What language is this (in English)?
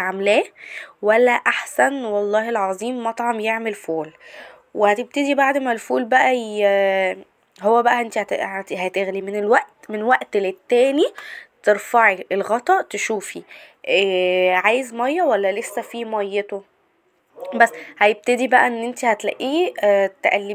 Egyptian Arabic